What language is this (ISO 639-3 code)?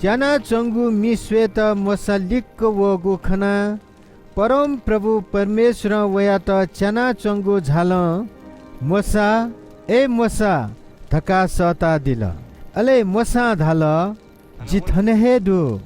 new